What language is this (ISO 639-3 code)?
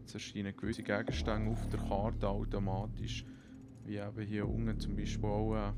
gsw